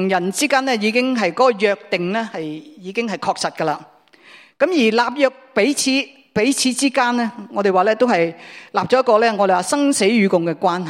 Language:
Cantonese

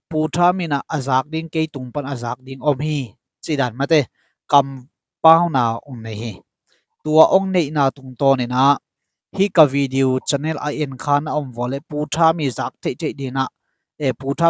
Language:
Tedim Chin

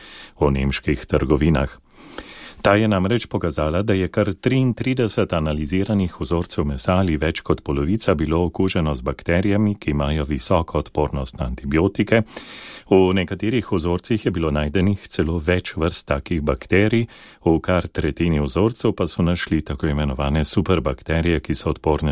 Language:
Slovenian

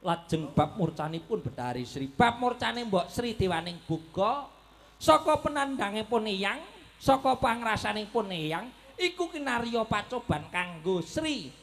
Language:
Javanese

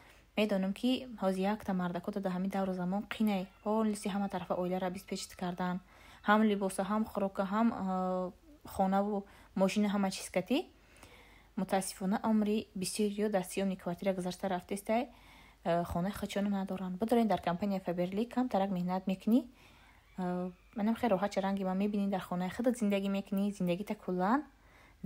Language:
Tajik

